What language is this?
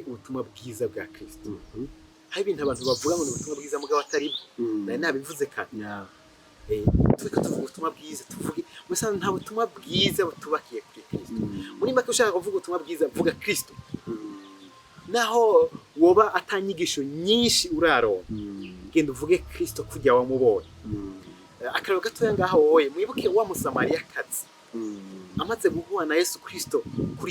Rundi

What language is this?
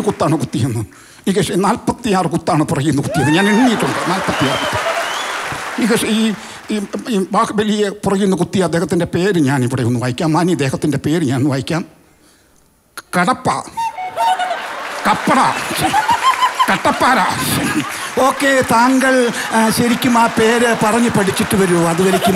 Malayalam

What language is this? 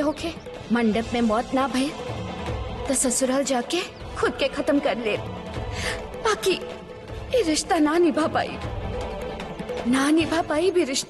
Bhojpuri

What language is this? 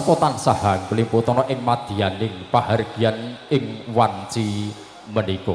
Javanese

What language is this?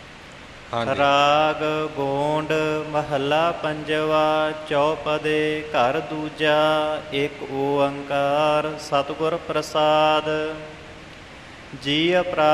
Punjabi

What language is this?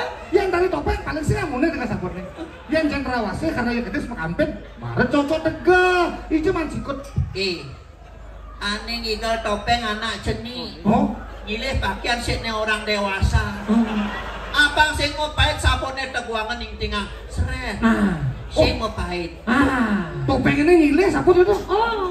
Balinese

